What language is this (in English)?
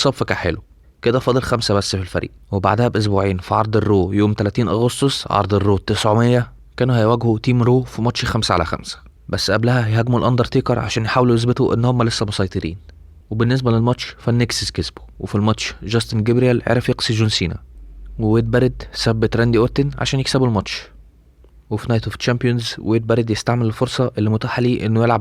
Egyptian Arabic